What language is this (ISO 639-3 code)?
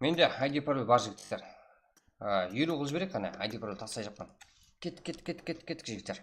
kaa